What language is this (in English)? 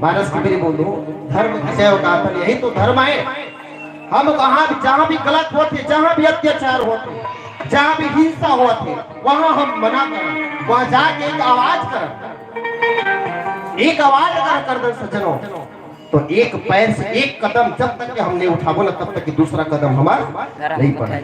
Chhattisgarhi